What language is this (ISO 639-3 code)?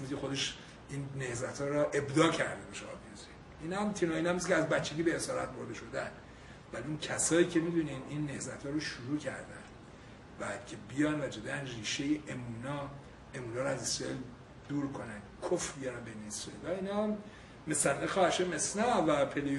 fas